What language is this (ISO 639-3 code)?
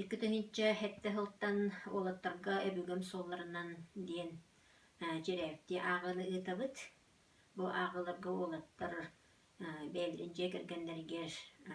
sah